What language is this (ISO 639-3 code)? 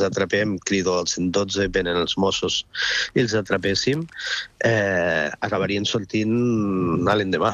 cat